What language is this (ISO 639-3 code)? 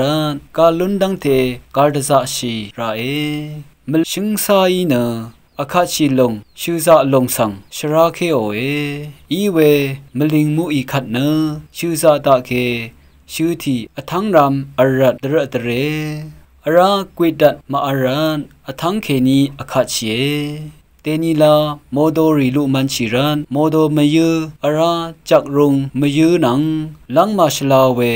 raw